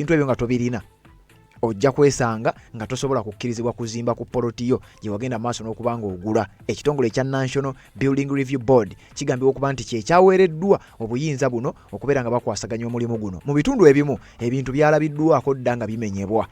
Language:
Ganda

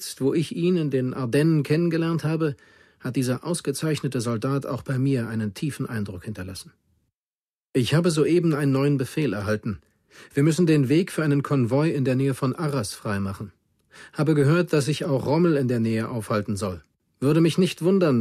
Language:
Bavarian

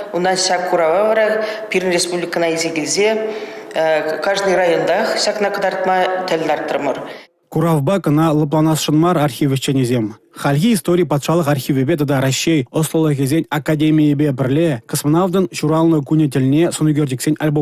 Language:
Chuvash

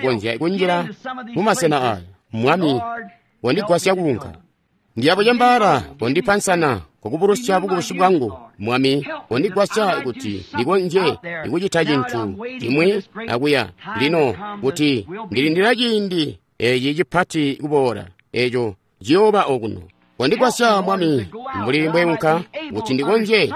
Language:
Tonga (Zambia)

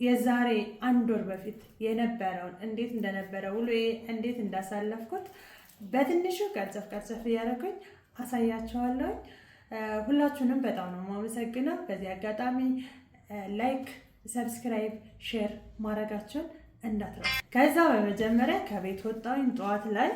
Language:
Amharic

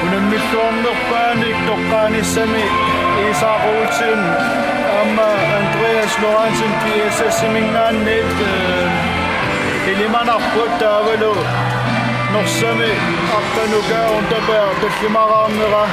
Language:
Kalaallisut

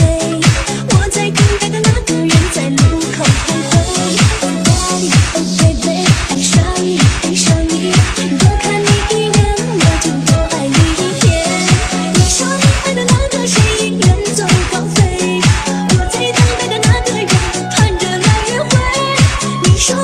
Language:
Chinese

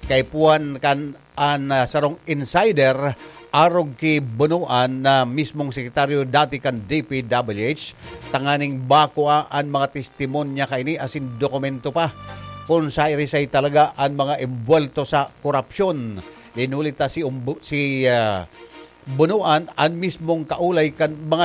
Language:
Bikol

